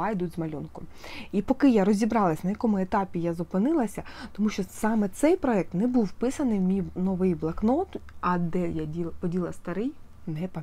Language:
Ukrainian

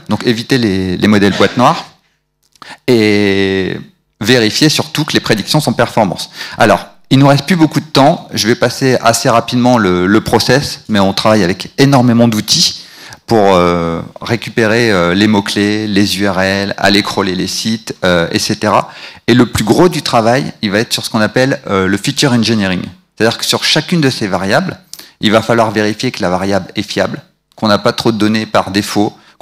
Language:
French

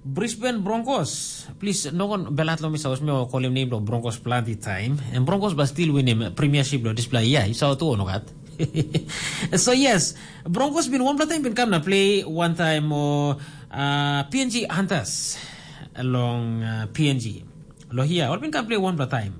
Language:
Tok Pisin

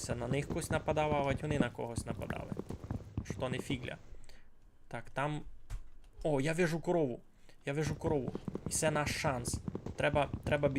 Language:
Rusyn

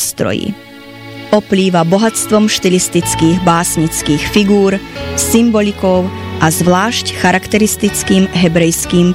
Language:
Slovak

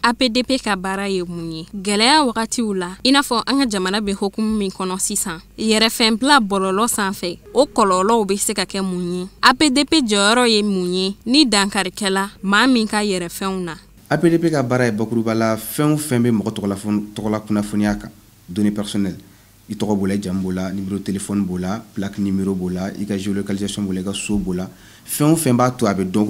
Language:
Bambara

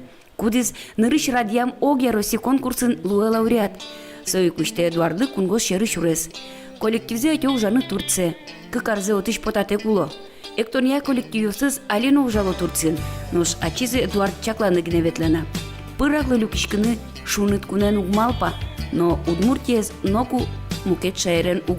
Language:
Udmurt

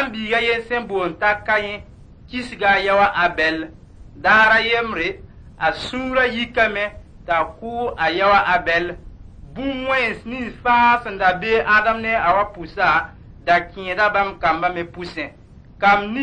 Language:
Mossi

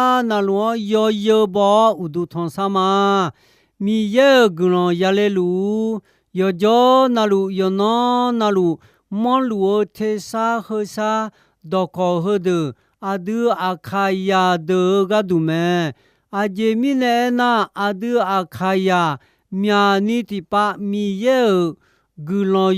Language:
Akha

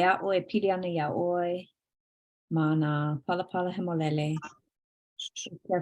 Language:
Hawaiian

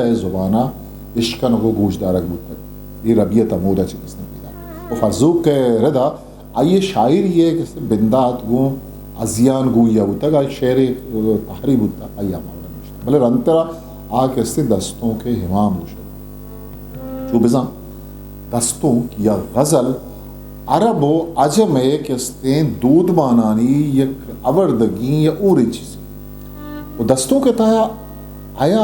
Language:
Eastern Balochi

